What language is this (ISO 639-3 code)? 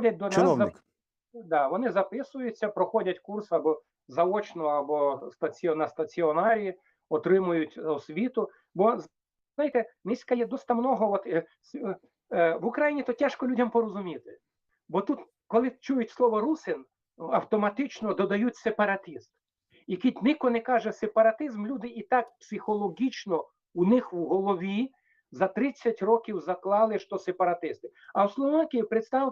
rue